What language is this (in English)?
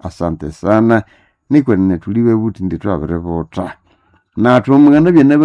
Nande